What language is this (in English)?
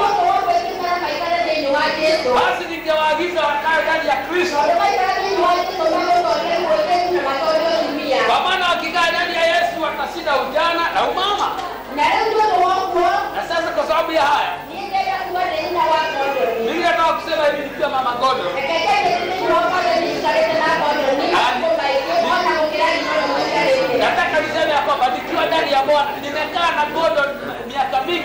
Swahili